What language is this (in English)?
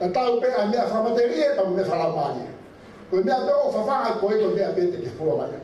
Tongan